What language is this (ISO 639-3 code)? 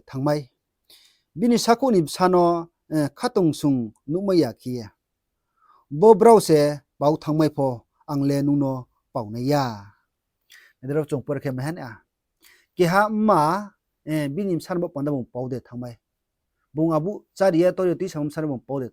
ria